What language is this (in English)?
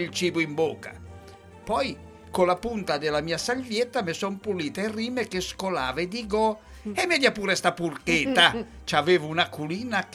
Italian